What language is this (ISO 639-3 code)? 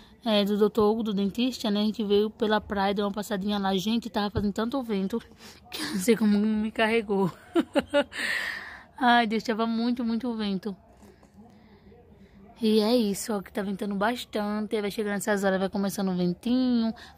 por